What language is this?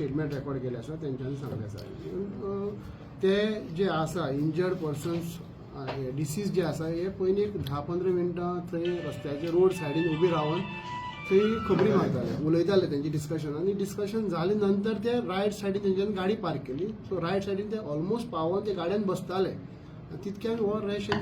Konkani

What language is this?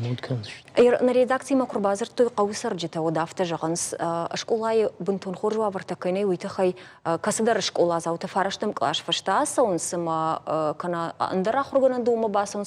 Ossetic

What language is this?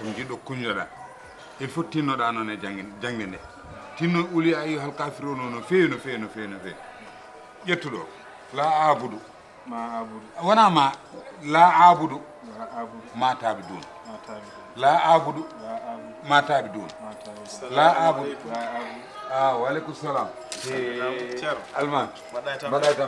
Fula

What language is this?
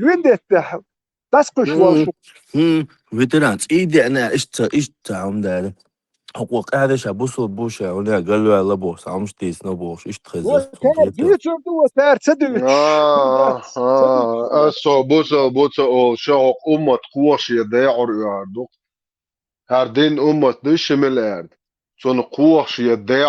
Chechen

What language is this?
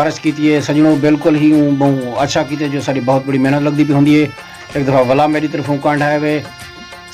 Saraiki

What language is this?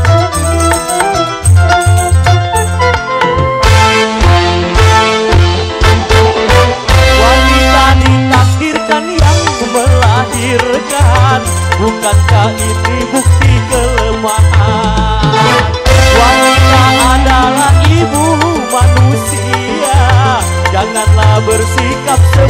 Indonesian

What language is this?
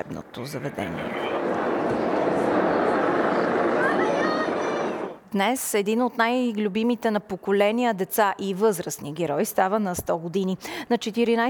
Bulgarian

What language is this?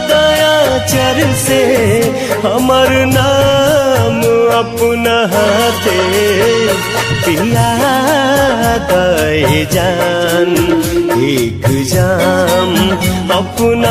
Bhojpuri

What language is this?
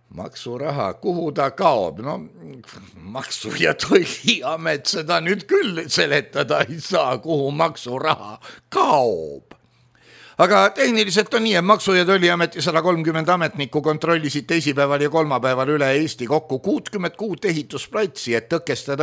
Estonian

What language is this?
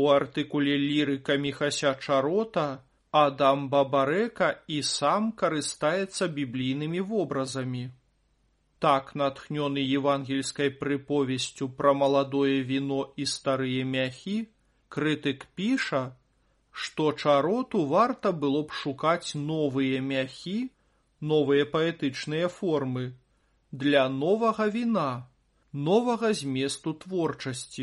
Belarusian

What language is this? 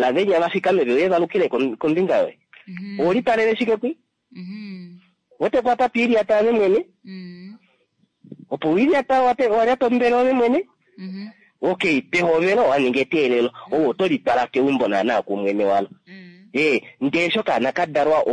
Kuanyama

